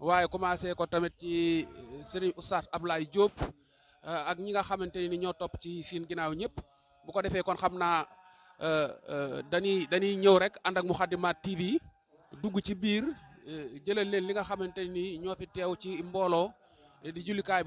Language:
Wolof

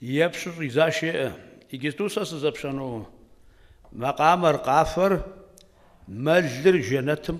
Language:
Kabardian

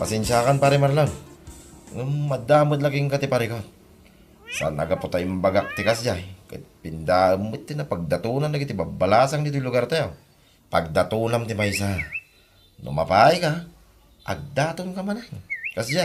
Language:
Iloko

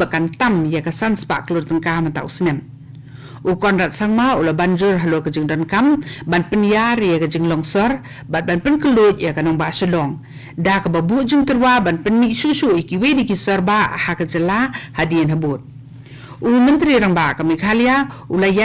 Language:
Khasi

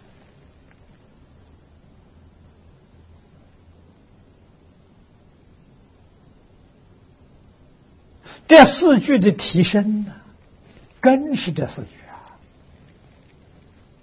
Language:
Chinese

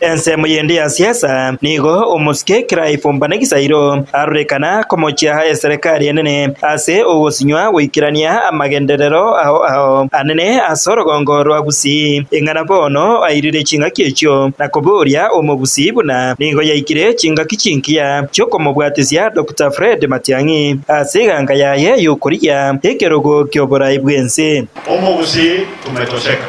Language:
Gusii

